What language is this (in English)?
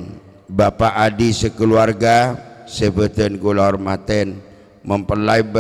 Madurese